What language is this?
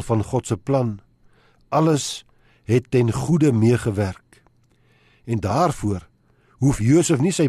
Afrikaans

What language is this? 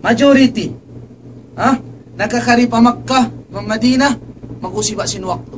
Tausug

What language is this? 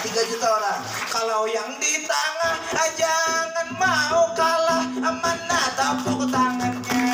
Banjar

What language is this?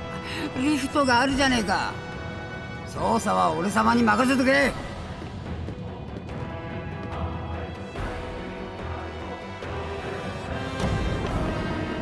Japanese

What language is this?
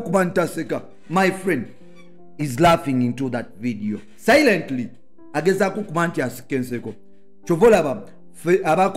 Ganda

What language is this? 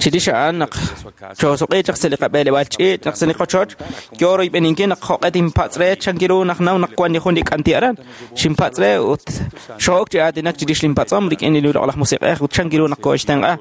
Kekchí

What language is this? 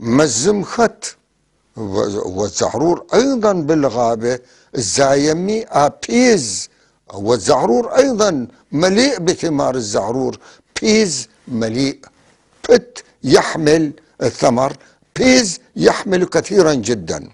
North Levantine Arabic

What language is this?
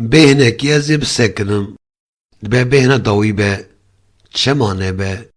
Kurdish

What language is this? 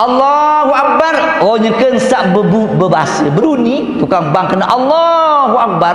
Sasak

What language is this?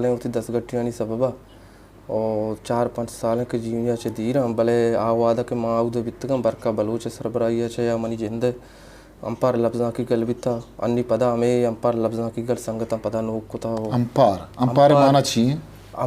Eastern Balochi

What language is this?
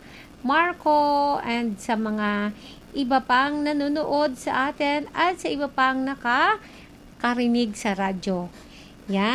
Filipino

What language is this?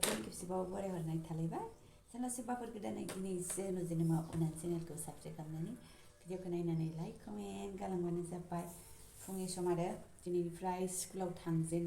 Bodo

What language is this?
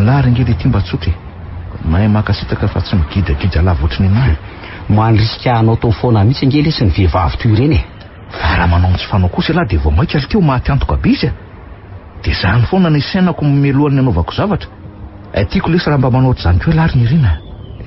Malagasy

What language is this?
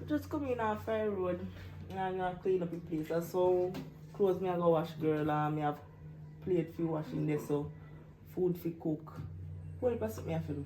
Jamaican Creole English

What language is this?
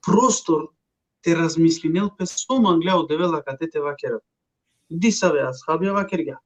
Balkan Romani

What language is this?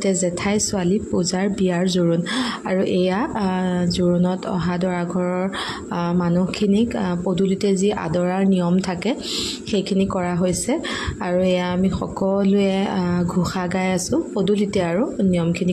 Assamese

